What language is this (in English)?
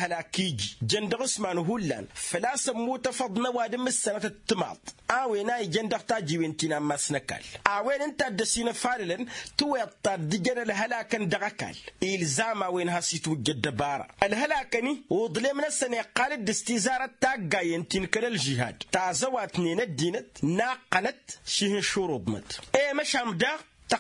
Tamasheq